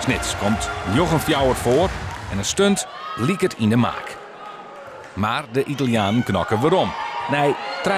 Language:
Western Frisian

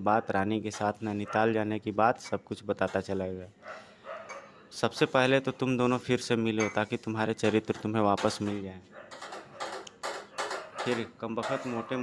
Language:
Hindi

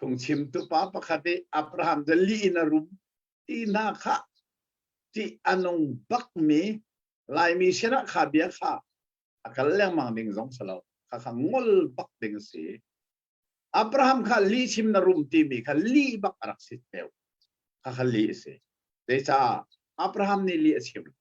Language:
Hakha Chin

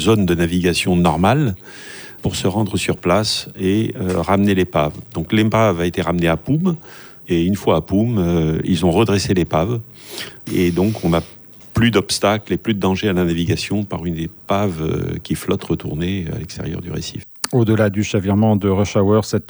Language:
French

